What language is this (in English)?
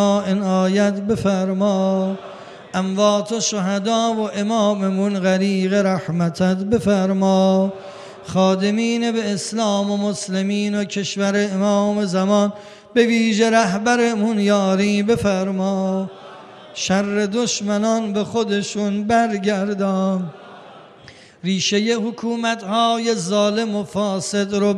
Persian